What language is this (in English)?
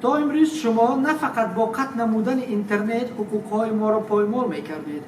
Tajik